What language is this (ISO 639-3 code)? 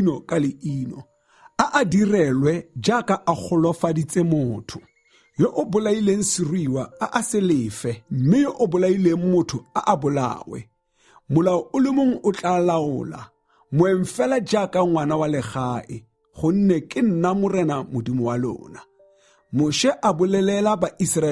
tsn